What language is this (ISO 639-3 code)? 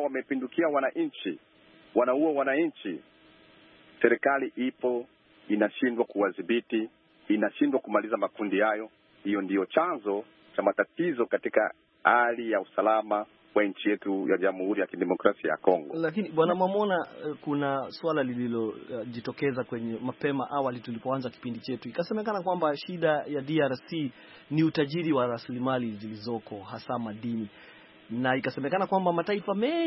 swa